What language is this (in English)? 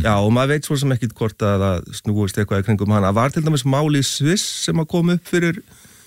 Icelandic